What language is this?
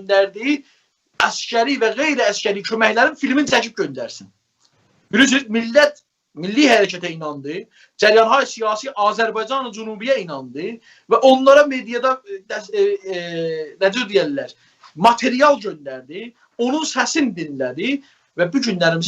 South Azerbaijani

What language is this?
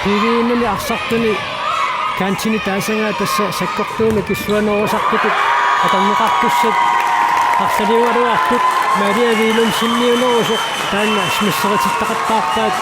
Kalaallisut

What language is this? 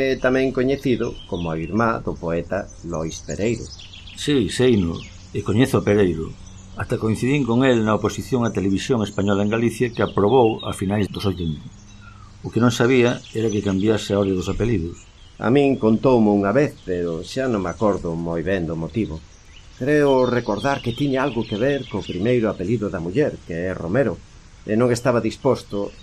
Galician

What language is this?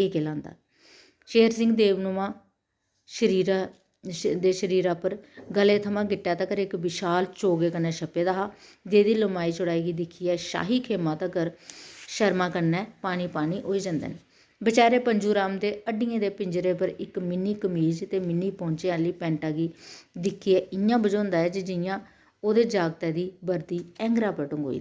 Dogri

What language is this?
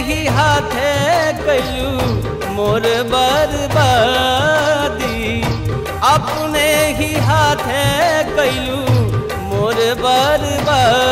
Bhojpuri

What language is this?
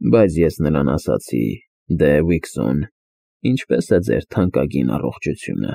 Armenian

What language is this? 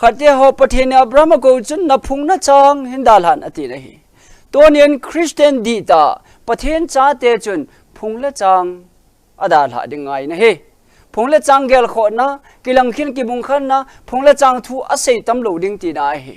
Thado Chin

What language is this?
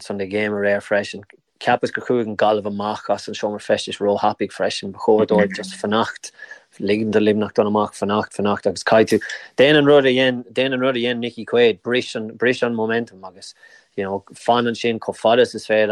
Irish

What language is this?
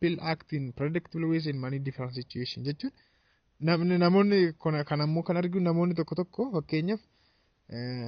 Oromo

